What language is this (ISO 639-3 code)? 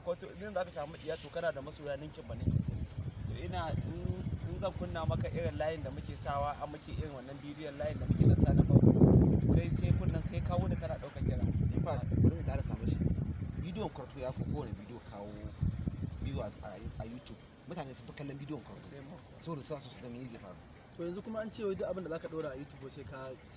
hau